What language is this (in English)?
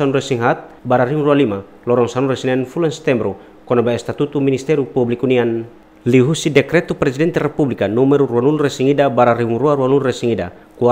Tetum